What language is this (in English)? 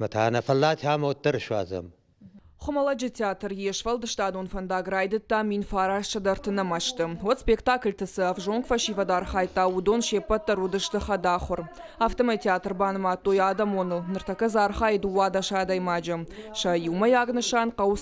Ossetic